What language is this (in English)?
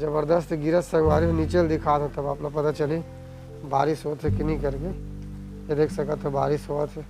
Chhattisgarhi